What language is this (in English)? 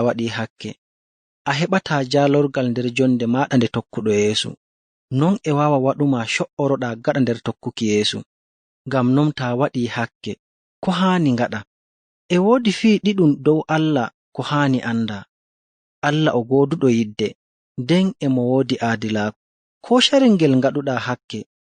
Fula